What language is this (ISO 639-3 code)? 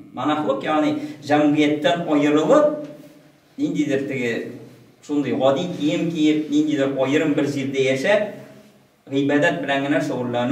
tat